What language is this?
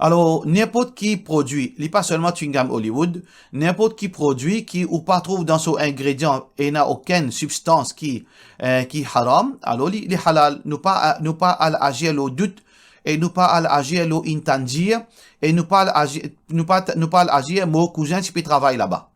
Morisyen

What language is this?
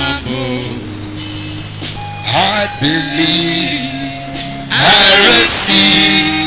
English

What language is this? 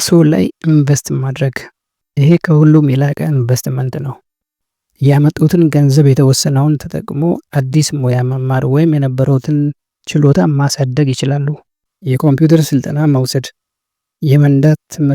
Amharic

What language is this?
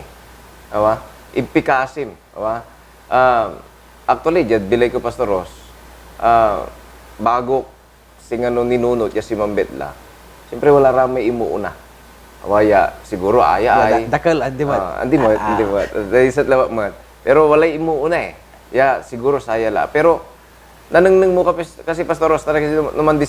Pangasinan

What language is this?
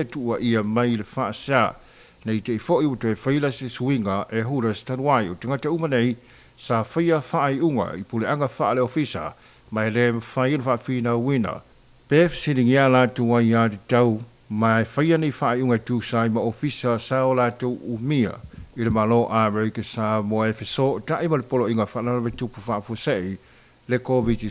Samoan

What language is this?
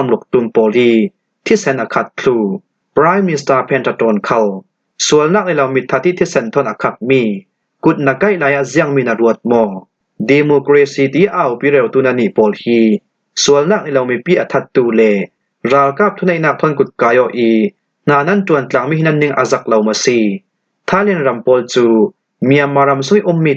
Falam Chin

